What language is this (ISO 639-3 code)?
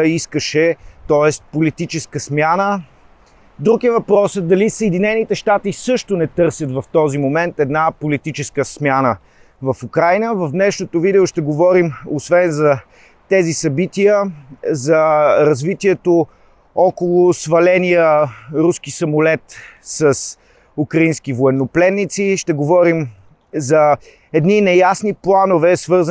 bul